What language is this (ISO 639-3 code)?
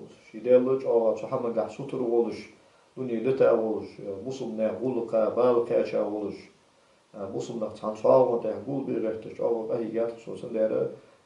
inh